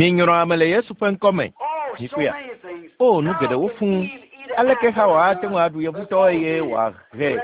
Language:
Ewe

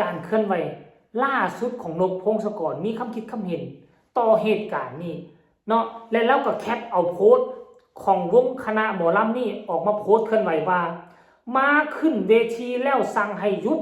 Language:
Northeastern Thai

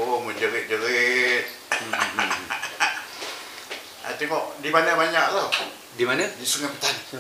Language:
Malay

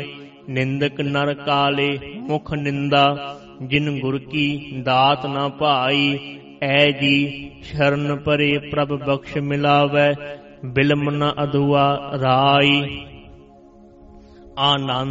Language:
Punjabi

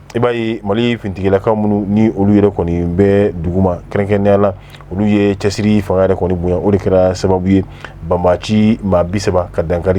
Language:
Bambara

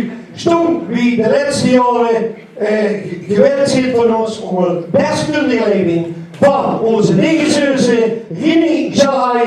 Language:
Limburgish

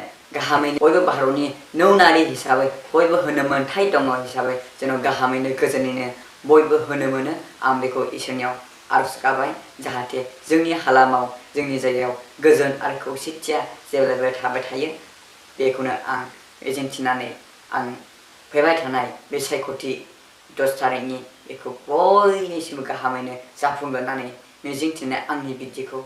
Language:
Bodo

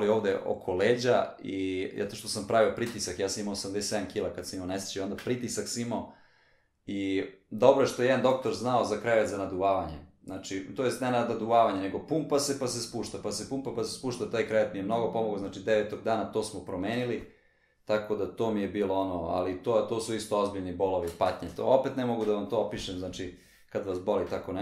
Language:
Serbian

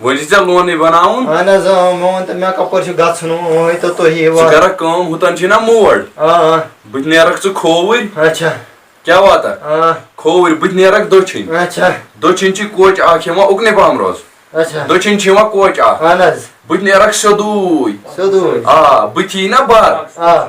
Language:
Kashmiri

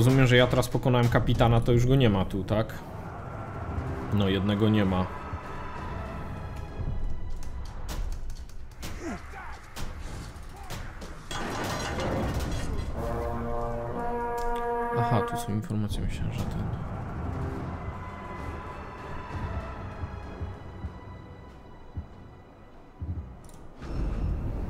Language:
Polish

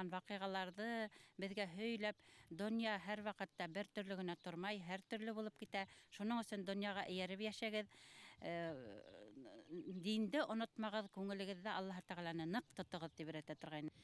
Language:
Bashkir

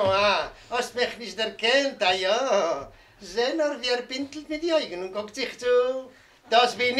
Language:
Yiddish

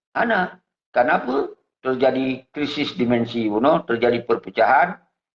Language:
Achinese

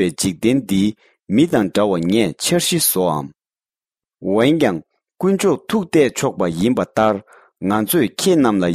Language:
Tibetan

